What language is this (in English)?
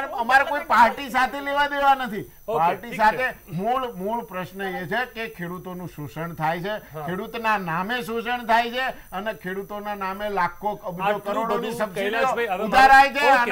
Gujarati